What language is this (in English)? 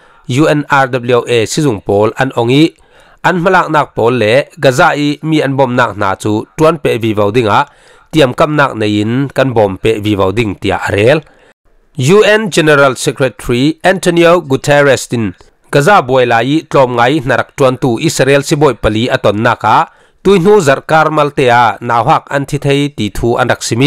Falam Chin